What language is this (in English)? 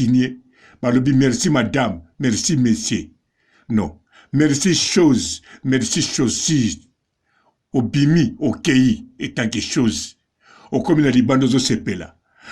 Lingala